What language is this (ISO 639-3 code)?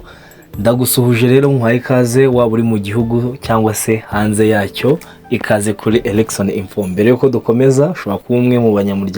kin